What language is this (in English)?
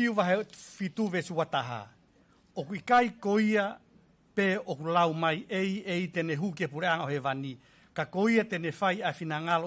Tongan